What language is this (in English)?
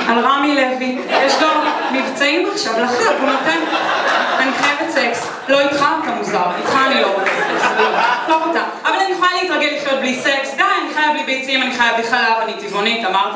Hebrew